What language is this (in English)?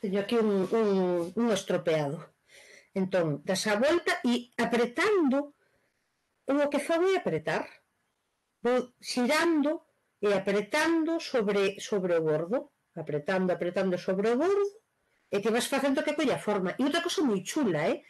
Galician